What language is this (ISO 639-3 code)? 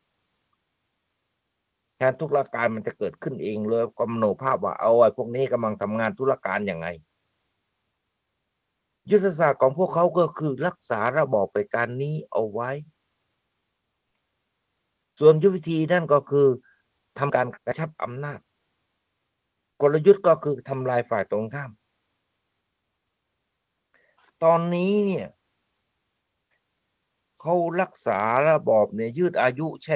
tha